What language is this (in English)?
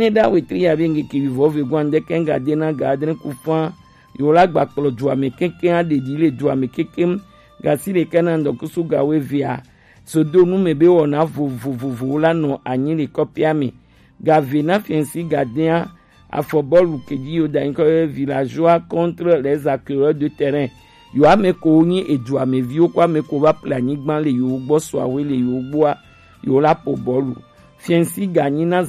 Gen